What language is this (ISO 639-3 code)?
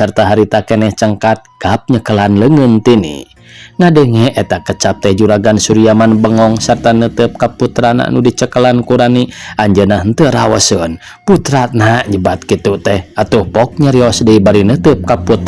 sun